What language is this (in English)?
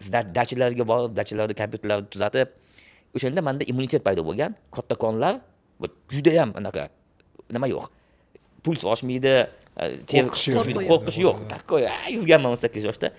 Uzbek